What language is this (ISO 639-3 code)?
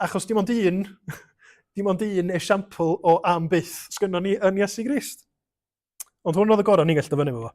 cym